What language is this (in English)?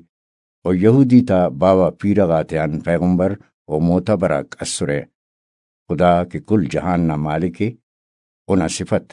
Brahui